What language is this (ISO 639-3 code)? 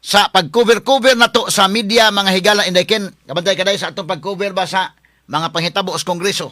ceb